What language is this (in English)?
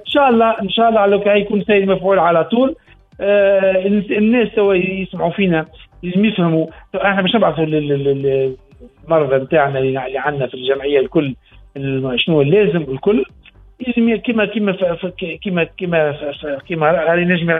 Tunisian Arabic